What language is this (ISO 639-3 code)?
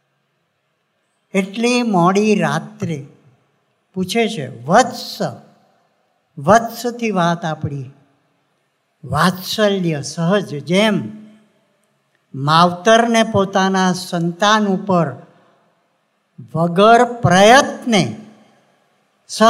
guj